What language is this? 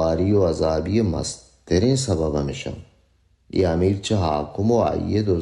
Baluchi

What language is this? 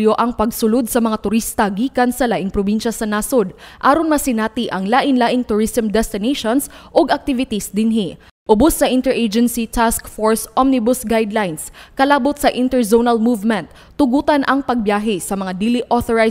Cebuano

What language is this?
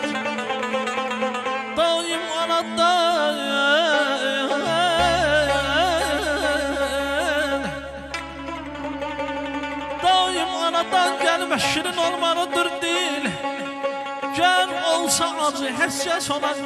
Azerbaijani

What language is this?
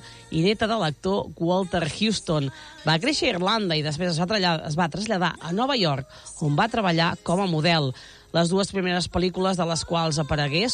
Catalan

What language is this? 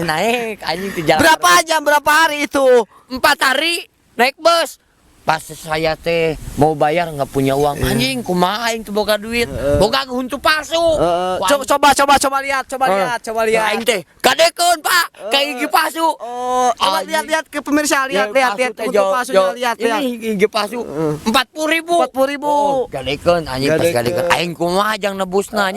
Sundanese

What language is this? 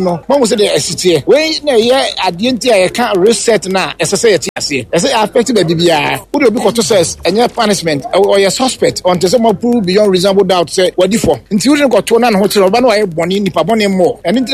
Akan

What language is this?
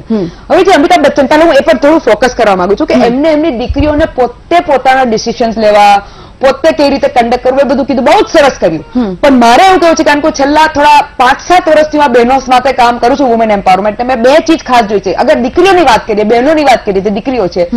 Gujarati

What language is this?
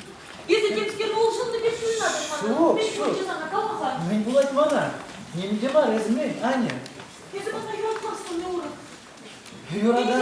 Chuvash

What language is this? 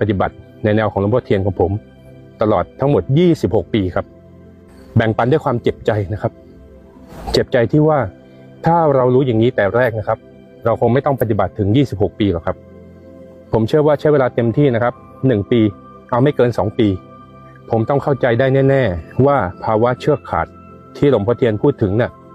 Thai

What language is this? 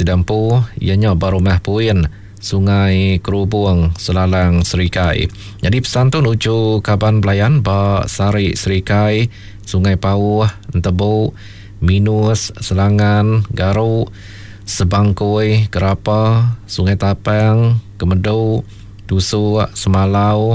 Iban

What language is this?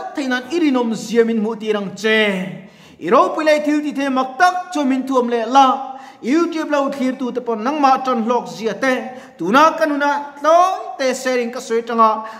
Mizo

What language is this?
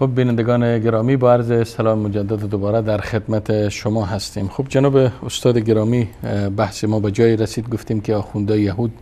Persian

